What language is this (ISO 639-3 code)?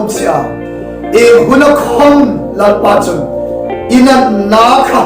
hmr